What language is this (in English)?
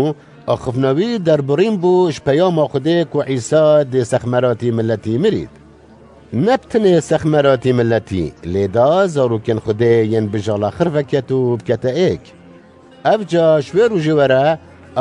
Kurdish